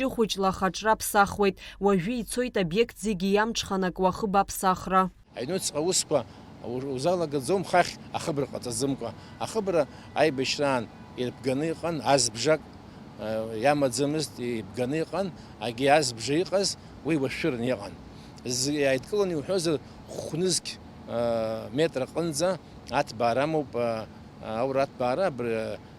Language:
Abkhazian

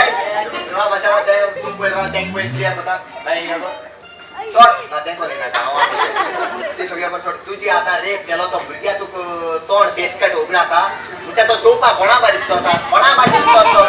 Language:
Konkani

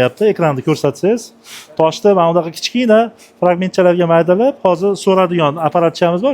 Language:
Uzbek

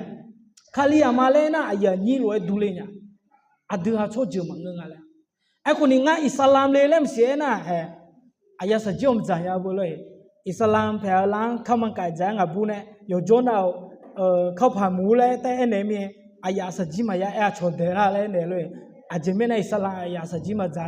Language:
Akha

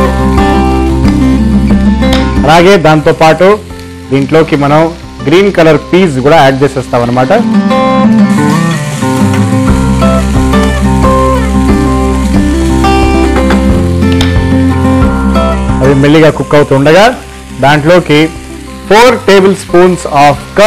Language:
Telugu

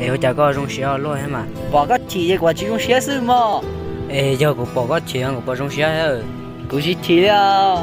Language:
Hmong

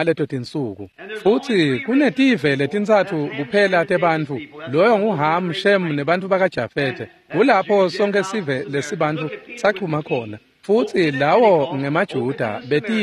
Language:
Swati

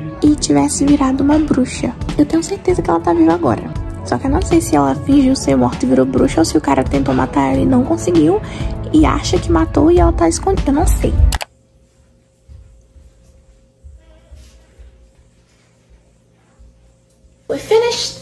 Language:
Portuguese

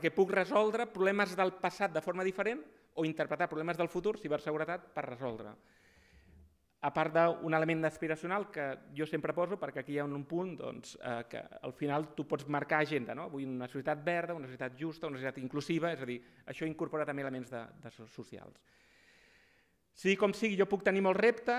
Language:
Catalan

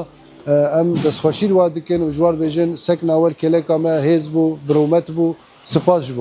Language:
Kurdish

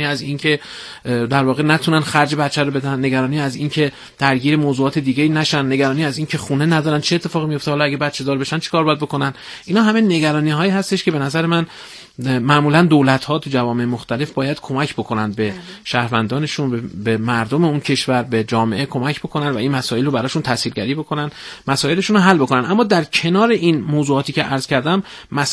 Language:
Persian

